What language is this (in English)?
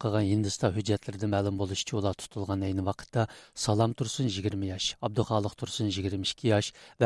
Uyghur